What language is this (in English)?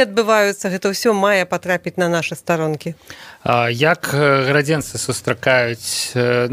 Belarusian